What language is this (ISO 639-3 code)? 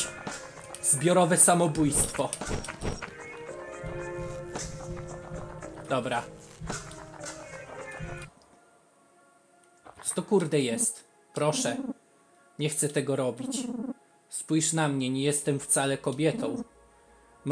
pol